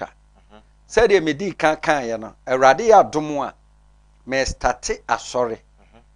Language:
Akan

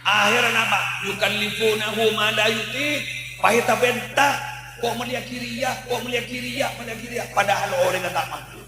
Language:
Madurese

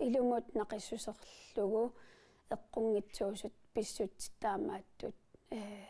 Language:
Kalaallisut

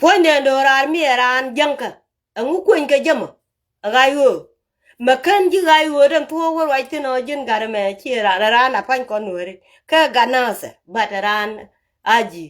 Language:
Nuer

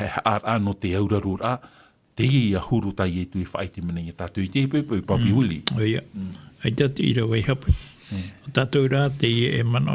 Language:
Tahitian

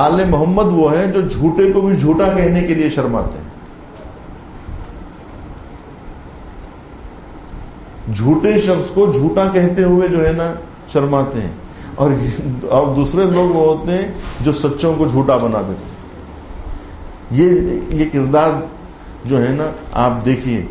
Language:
Urdu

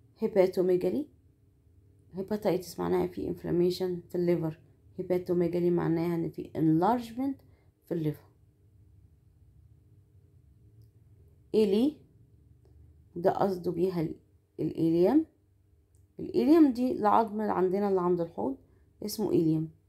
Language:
Egyptian Arabic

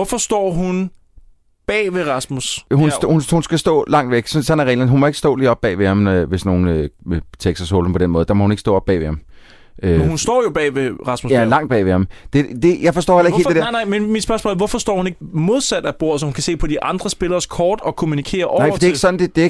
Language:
Danish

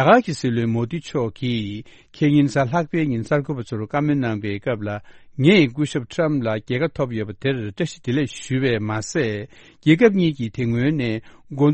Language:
Tibetan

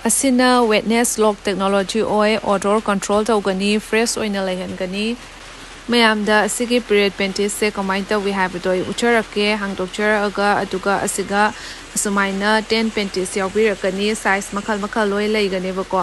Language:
Manipuri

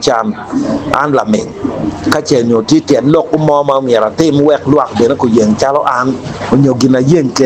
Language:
Acoli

